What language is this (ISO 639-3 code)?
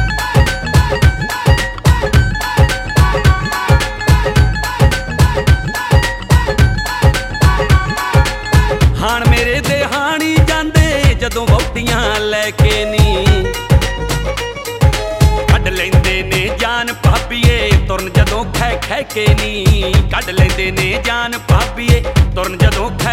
pan